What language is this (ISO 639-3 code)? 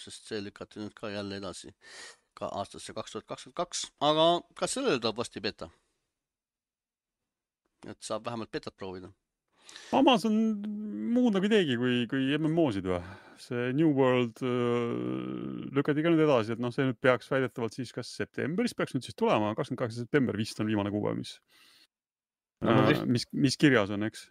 est